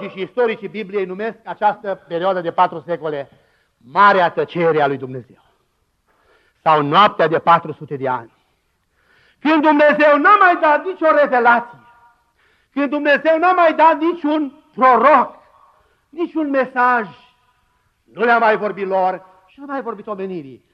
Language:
Romanian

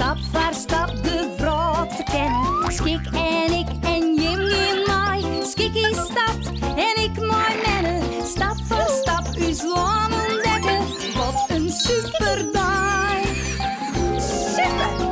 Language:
Western Frisian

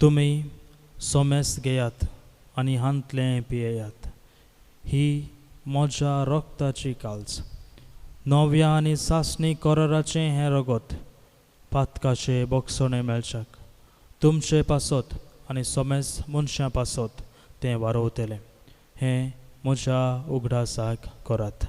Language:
Konkani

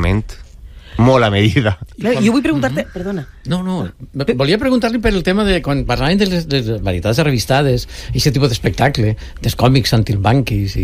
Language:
Catalan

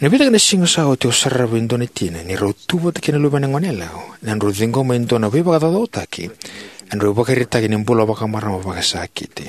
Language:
Fijian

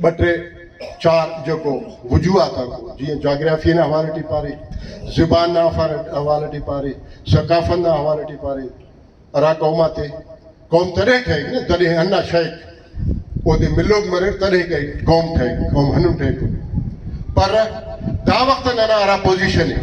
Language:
Brahui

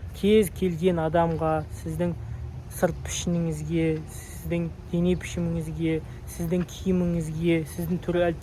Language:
Kazakh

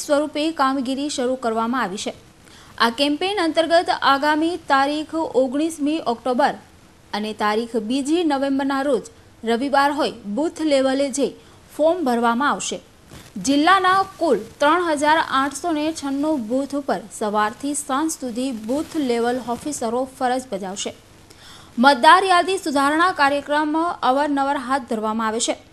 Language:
Gujarati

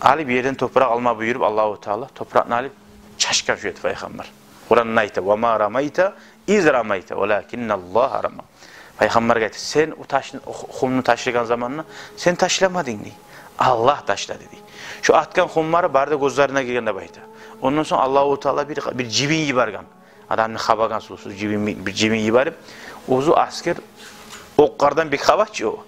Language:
Kumyk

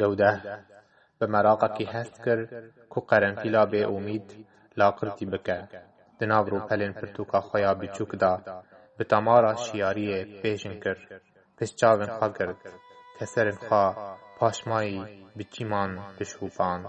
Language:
Kurdish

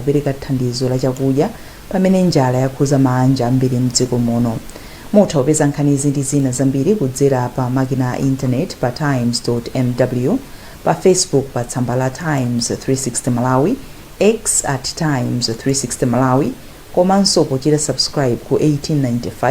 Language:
Nyanja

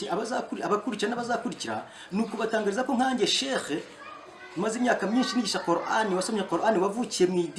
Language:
Kinyarwanda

